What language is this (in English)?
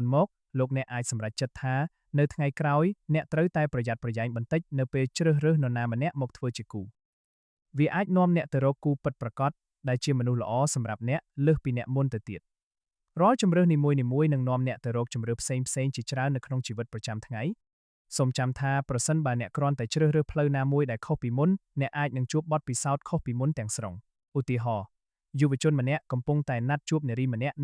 Khmer